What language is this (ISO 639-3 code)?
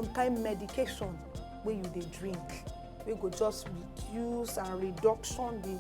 pcm